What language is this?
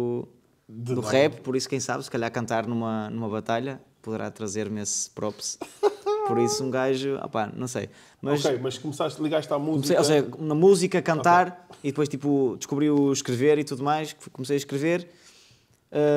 Portuguese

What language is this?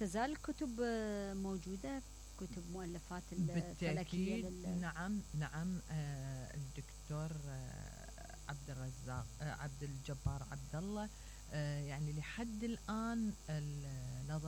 Mesopotamian Arabic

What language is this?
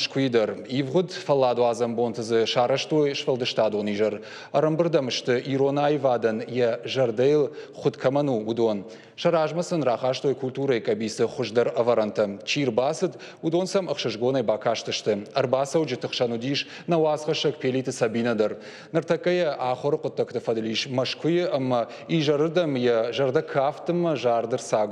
Ossetic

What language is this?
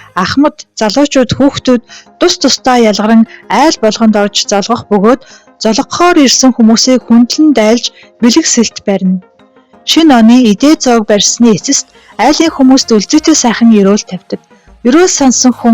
Mongolian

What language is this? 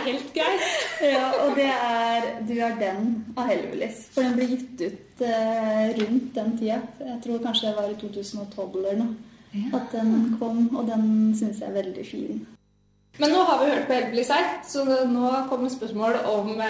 Norwegian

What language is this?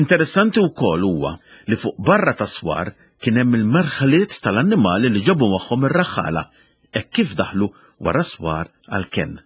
Maltese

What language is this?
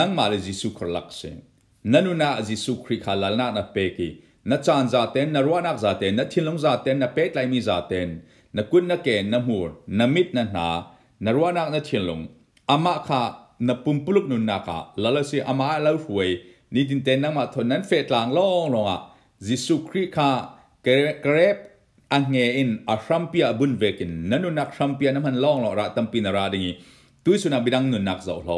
Falam Chin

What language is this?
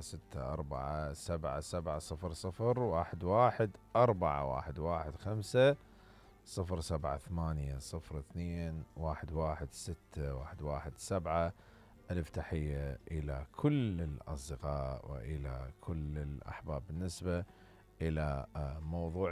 Mesopotamian Arabic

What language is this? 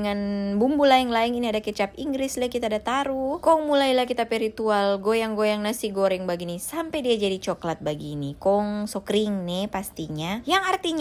Manado Malay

